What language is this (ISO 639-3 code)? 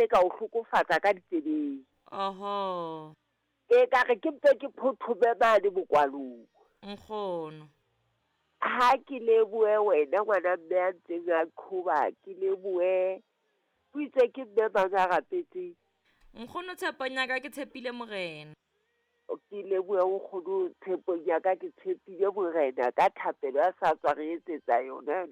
sot